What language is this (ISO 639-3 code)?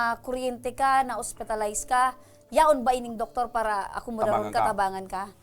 bik